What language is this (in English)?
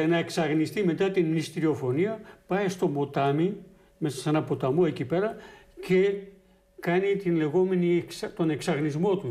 Greek